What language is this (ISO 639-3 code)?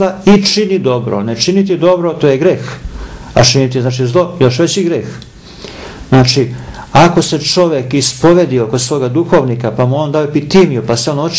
srp